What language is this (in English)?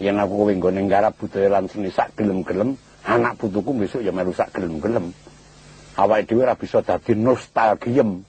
Javanese